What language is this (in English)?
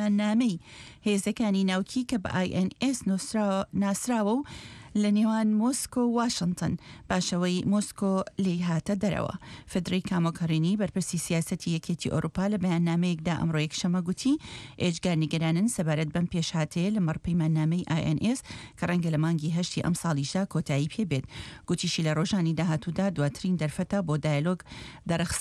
Central Kurdish